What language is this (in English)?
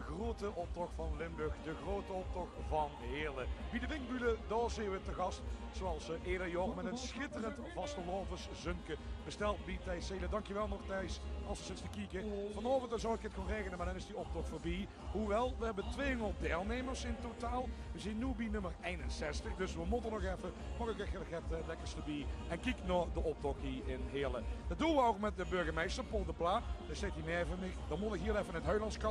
Limburgish